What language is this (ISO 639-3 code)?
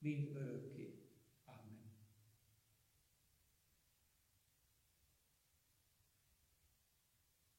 hun